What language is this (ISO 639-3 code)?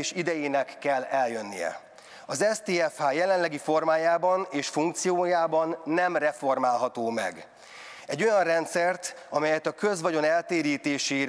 hun